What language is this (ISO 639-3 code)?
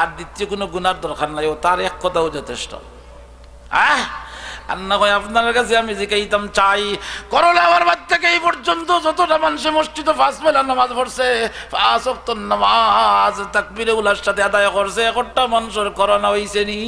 syl